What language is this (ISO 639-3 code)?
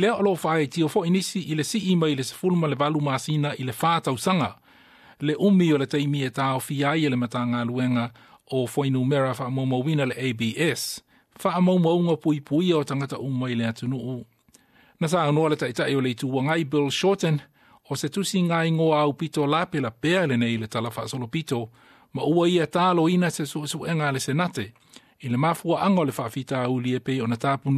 smo